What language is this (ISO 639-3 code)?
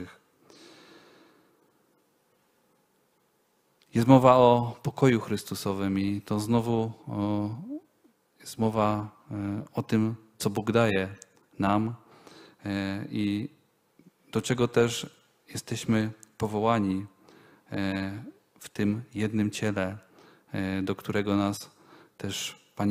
pol